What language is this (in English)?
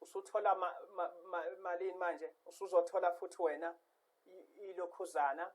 Zulu